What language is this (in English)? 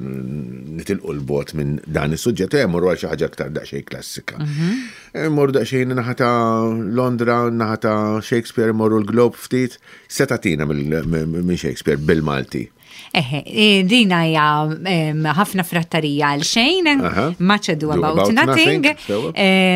Maltese